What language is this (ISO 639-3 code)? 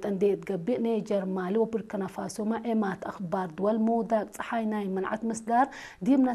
tig